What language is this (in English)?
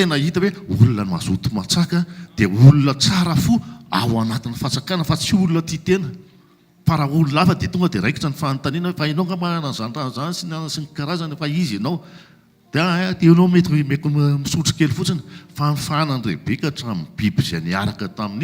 Malagasy